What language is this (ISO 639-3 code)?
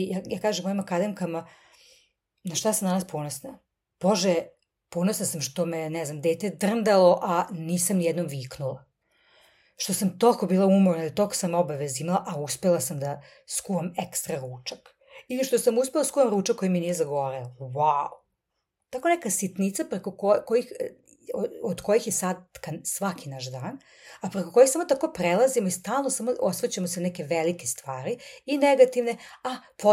srp